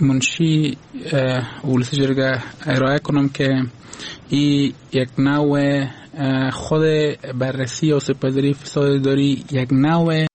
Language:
Persian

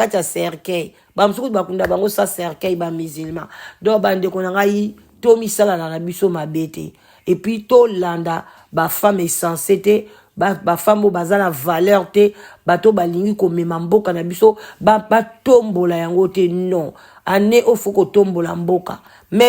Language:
Lingala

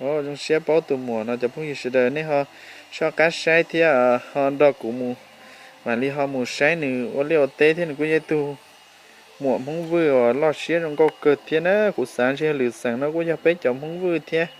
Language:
Hmong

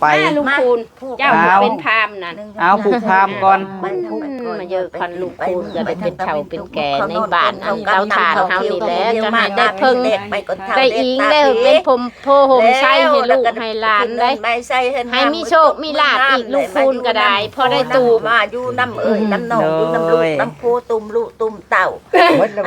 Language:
Lao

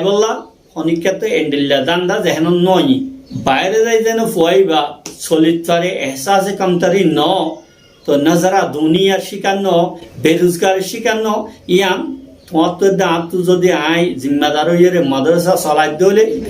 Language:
Rohingya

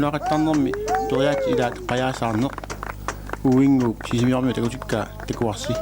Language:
Kalaallisut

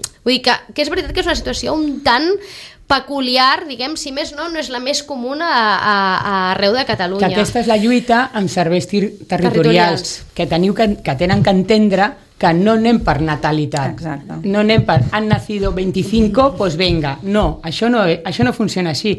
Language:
Catalan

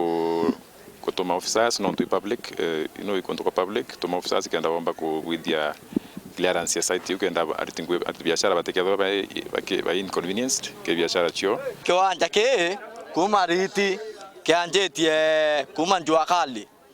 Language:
Meru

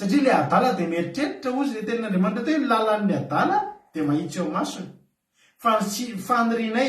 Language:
Malagasy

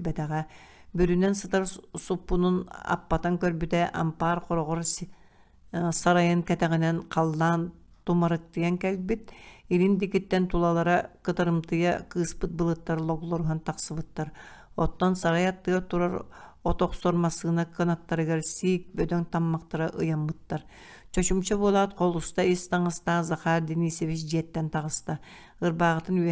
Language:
Yakut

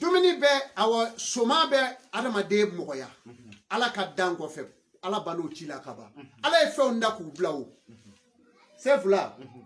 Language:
Bambara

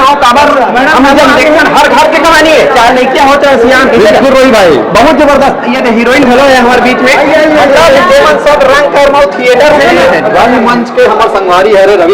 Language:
Chhattisgarhi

